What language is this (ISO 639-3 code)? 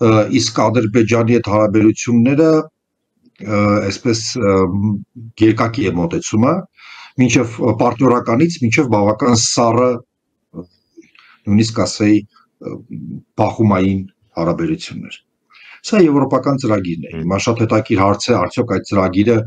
hye